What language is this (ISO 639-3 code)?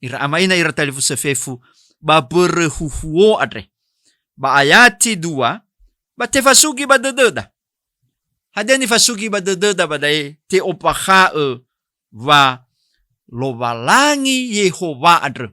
nia